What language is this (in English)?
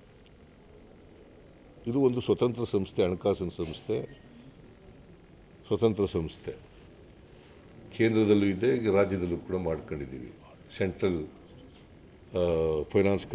Kannada